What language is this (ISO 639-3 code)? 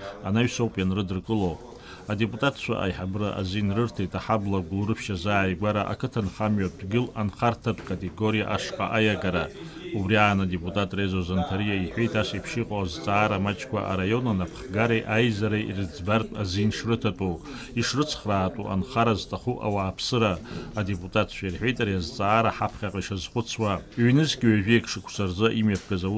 abk